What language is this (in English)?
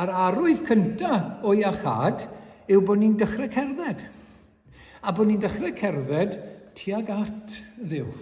Welsh